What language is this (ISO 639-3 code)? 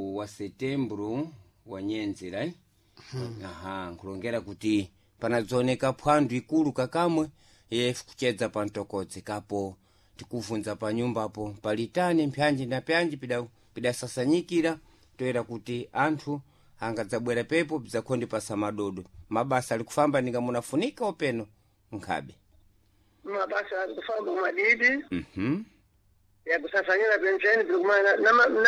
seh